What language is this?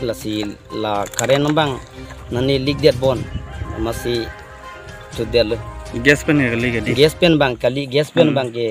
Karbi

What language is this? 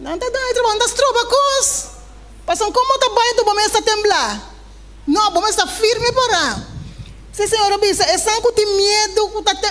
Papiamento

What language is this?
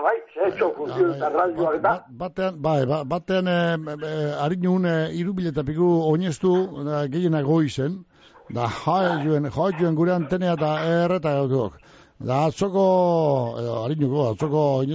Basque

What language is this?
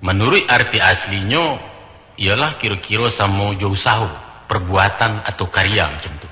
Minangkabau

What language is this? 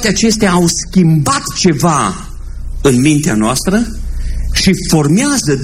Romanian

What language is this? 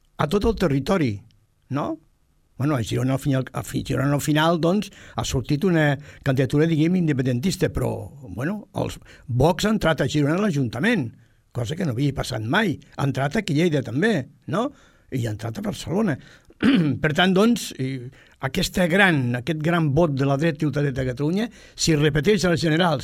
Catalan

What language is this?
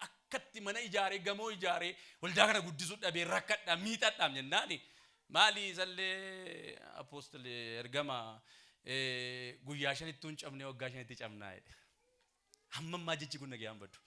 Oromo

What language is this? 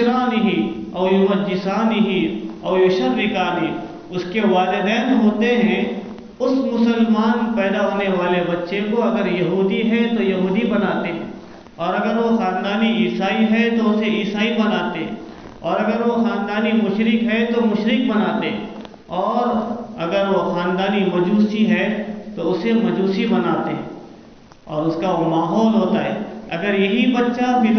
Urdu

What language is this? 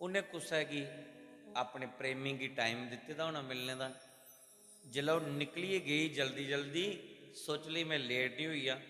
Dogri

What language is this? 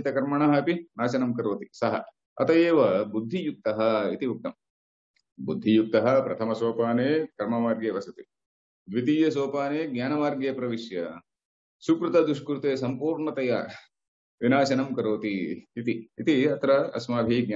Sanskrit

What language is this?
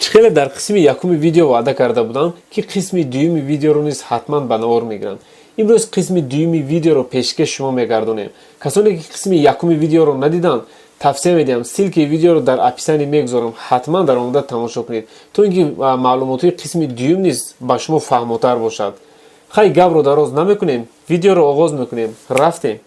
Tajik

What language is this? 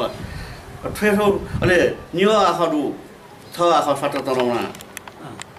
Newari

